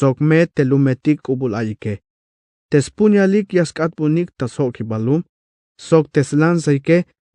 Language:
Tzeltal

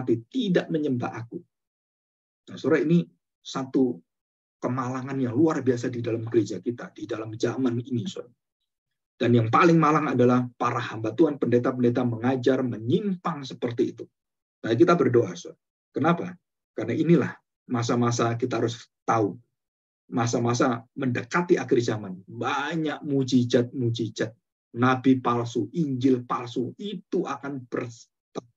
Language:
Indonesian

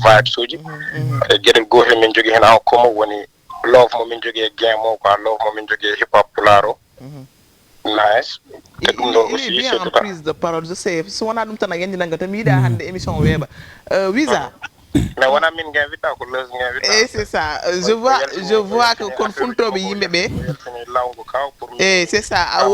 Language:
Fula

